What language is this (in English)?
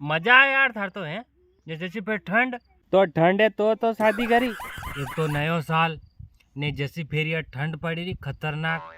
Rajasthani